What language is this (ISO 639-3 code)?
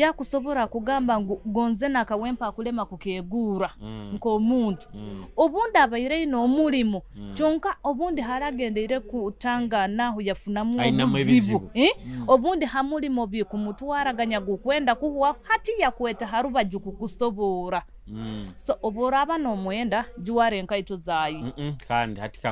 nyo